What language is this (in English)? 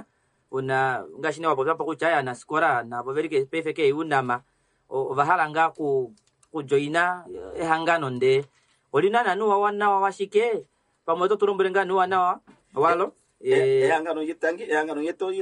Kuanyama